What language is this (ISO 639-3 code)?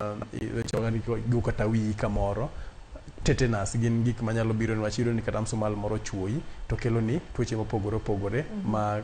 luo